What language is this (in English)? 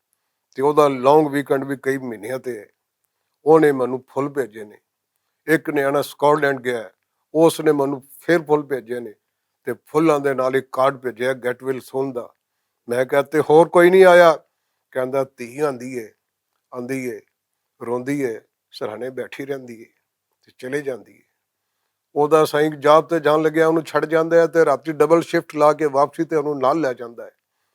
Western Panjabi